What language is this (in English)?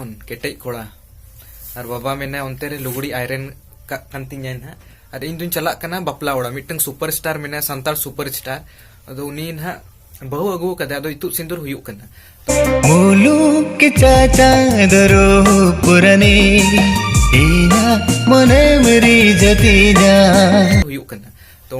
Santali